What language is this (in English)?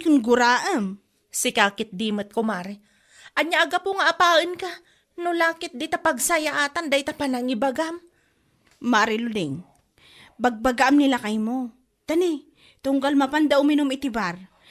Iloko